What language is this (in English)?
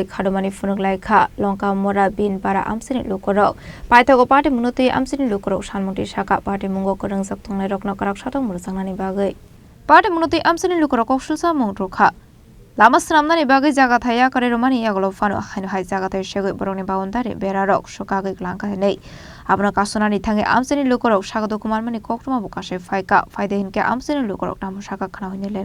Kok Borok